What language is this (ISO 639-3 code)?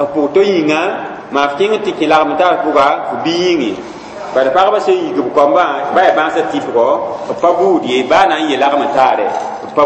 mos